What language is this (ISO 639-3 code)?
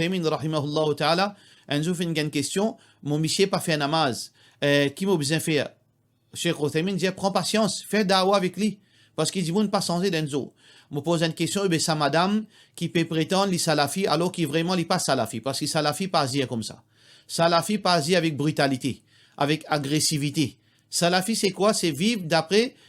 mfe